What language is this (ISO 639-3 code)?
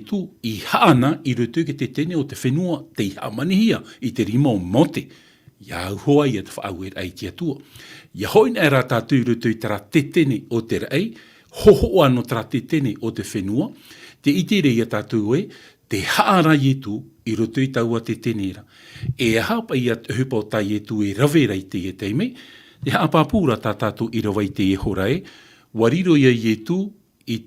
tah